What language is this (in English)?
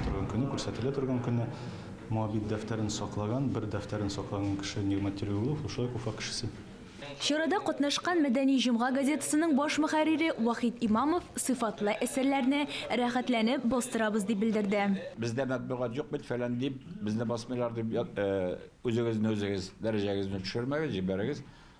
Tatar